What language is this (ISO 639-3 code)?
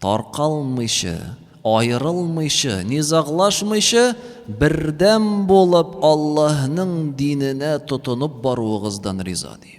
tat